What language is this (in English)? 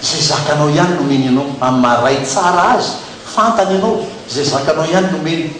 Malagasy